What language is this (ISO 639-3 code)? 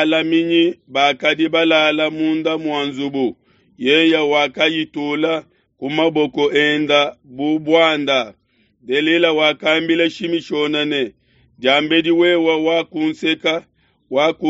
lua